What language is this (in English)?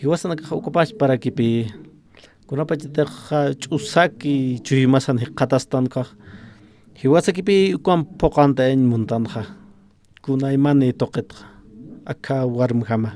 Aymara